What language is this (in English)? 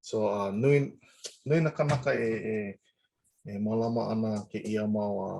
Hawaiian